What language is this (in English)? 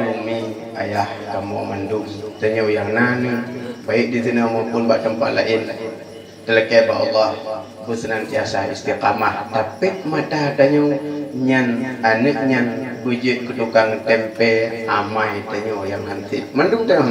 Achinese